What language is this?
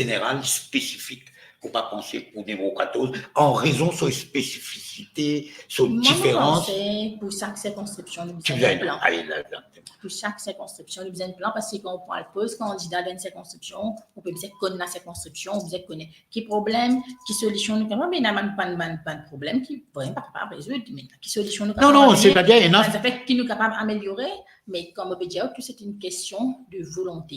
Morisyen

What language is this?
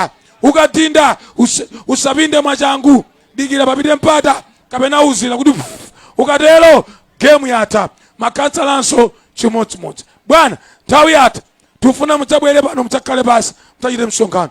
Nyanja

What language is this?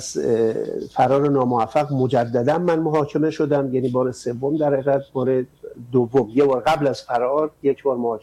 Persian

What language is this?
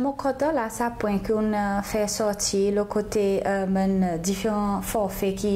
Seselwa Creole French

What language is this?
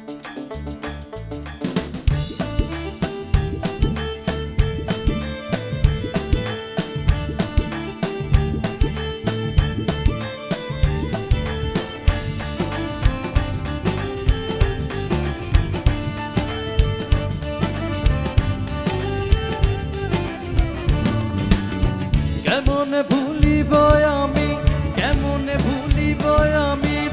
Bangla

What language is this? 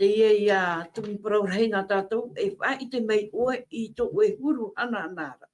Tahitian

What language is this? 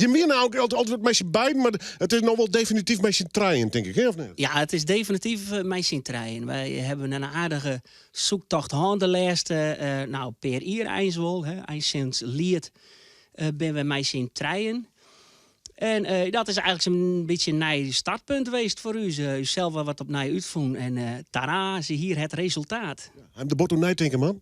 Western Frisian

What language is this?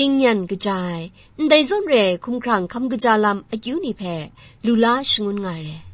Kachin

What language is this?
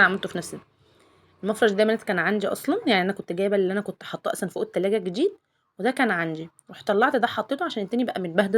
Egyptian Arabic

